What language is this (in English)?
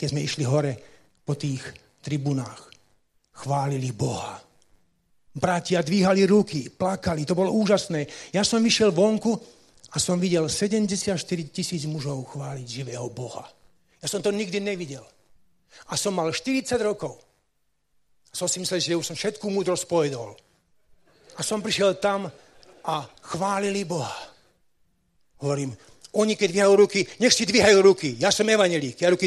Slovak